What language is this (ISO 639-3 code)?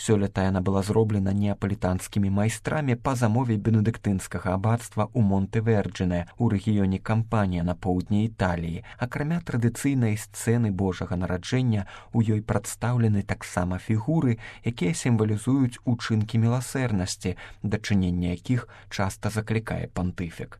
bel